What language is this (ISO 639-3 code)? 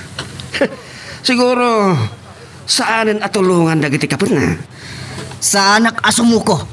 ilo